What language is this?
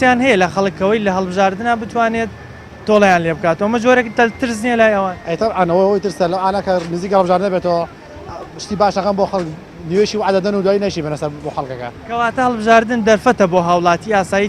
Central Kurdish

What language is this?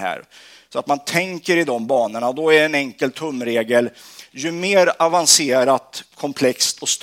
Swedish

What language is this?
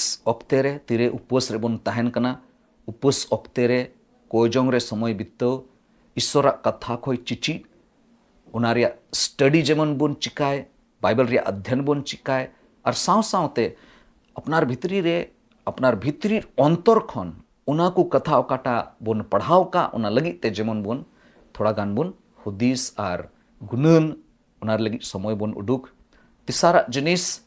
Santali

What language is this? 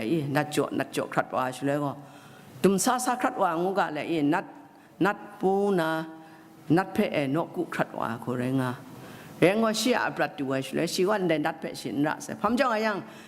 Kachin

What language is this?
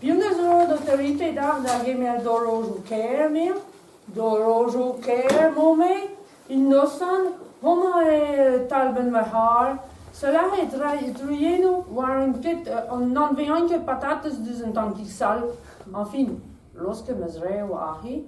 Breton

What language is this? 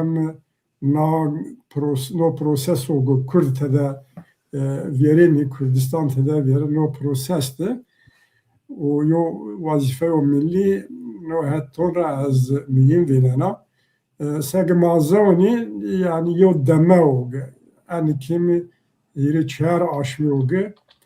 Zaza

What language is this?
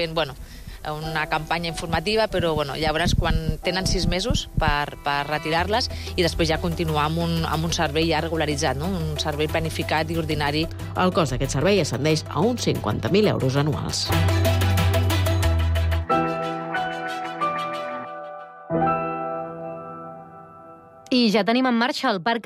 Catalan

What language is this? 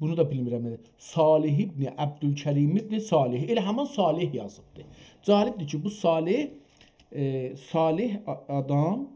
South Azerbaijani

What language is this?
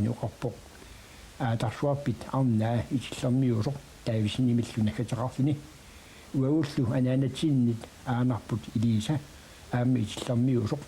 Kalaallisut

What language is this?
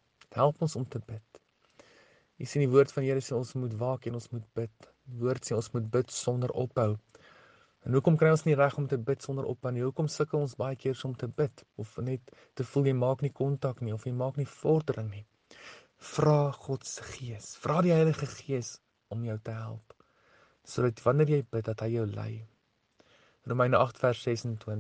Afrikaans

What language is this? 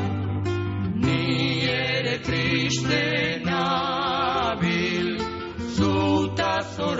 Basque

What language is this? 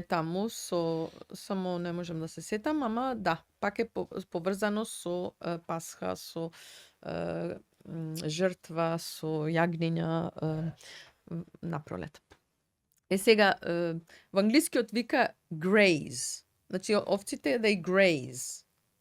Macedonian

